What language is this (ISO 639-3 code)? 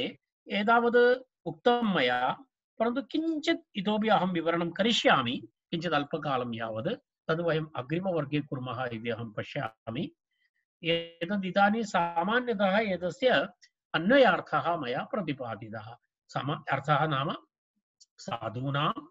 san